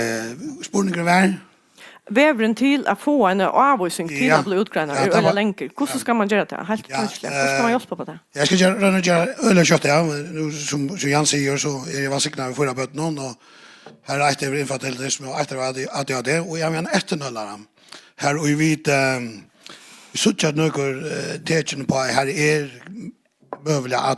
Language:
Faroese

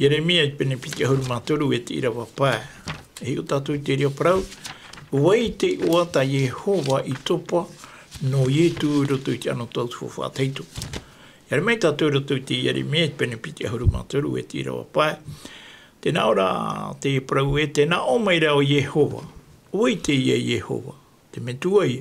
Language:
Tahitian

